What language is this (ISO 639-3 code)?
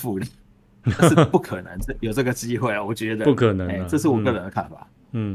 zho